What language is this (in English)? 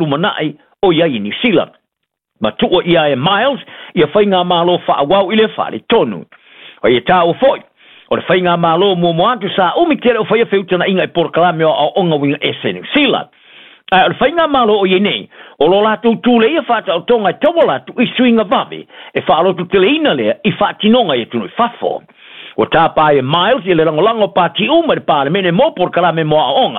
Samoan